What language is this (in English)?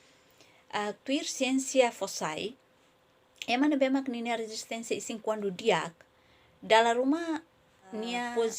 Tetum